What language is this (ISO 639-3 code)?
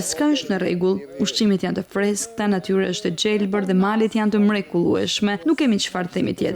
sqi